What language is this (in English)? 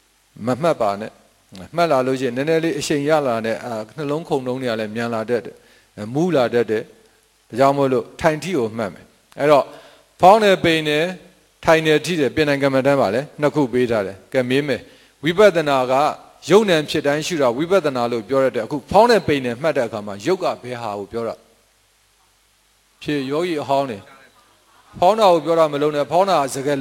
Burmese